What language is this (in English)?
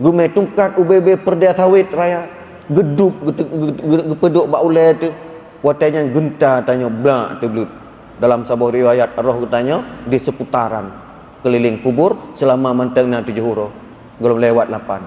Achinese